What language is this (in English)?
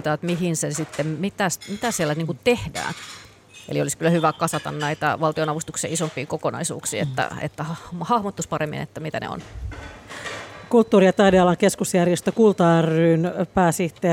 Finnish